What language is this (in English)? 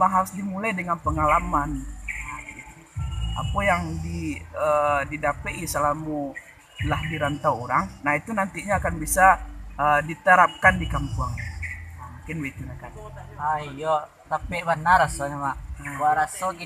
Minangkabau